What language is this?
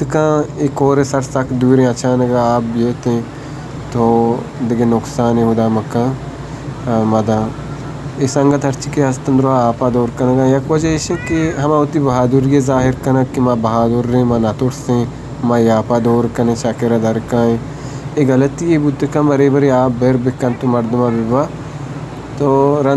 Baluchi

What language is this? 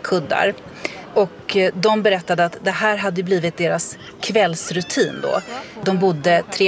Swedish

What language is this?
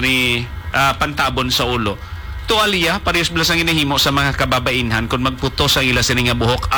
Hiligaynon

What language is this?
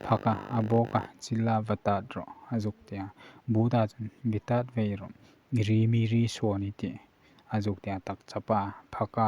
Hmar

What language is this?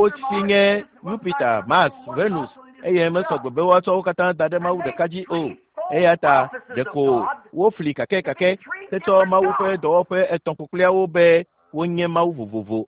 Ewe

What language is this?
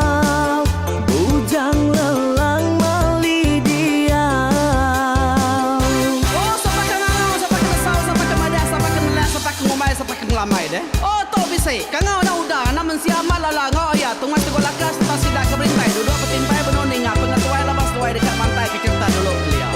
Iban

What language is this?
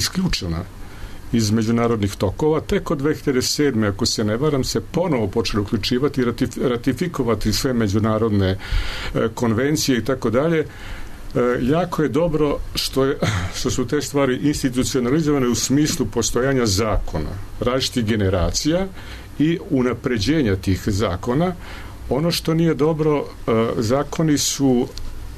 Serbian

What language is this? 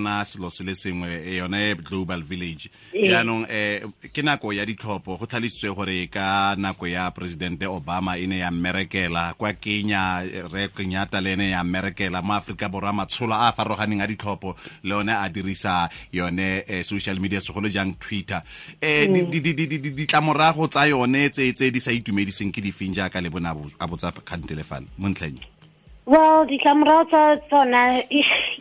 Tswana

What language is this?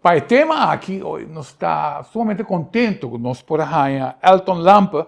Papiamento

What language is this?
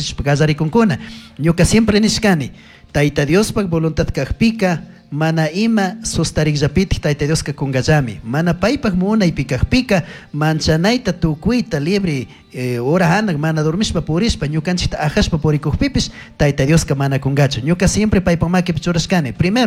Chimborazo Highland Quichua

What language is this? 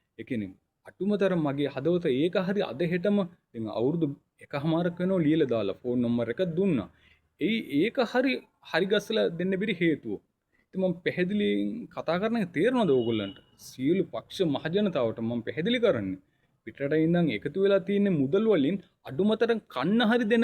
Sinhala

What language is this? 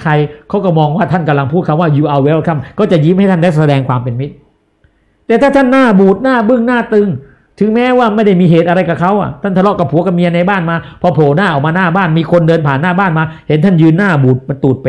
Thai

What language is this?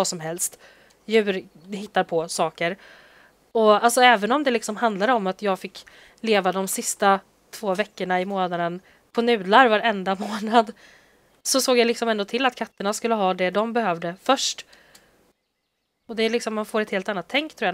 Swedish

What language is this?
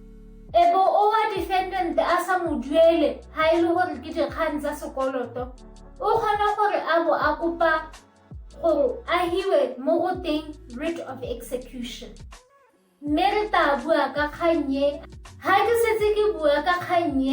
Tswana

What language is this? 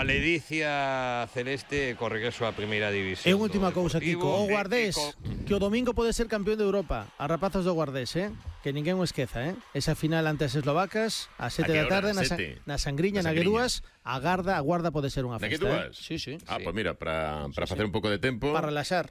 Galician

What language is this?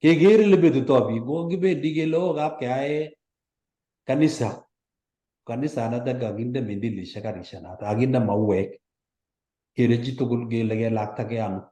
Kalenjin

